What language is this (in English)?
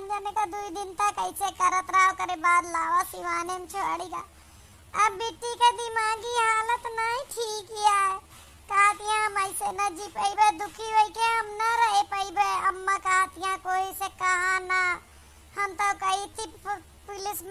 Awadhi